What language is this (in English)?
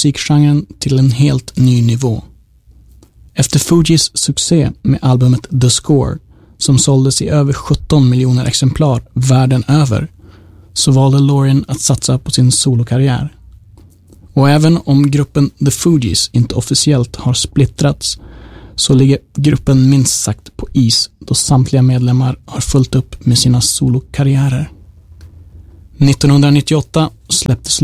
Swedish